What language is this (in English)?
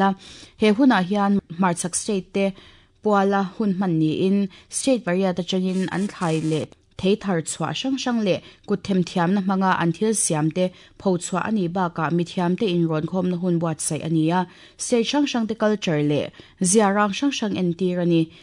Mizo